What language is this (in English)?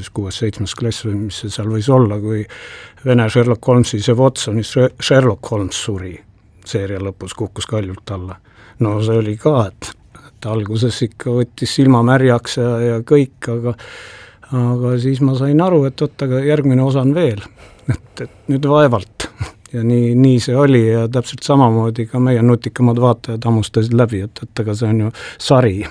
Estonian